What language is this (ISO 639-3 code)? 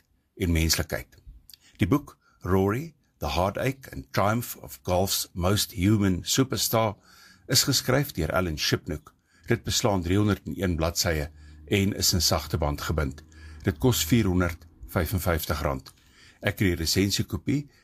afr